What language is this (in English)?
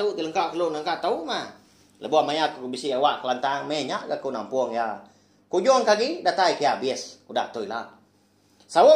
Iban